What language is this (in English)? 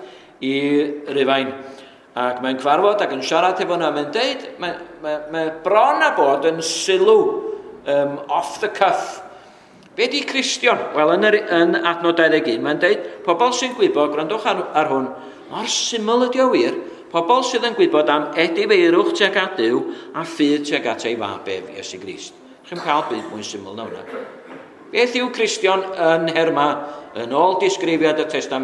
Welsh